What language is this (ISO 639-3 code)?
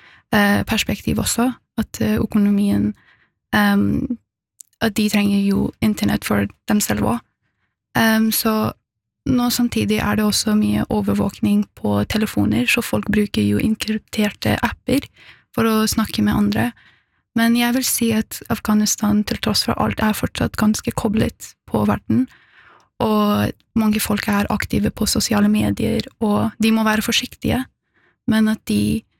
nor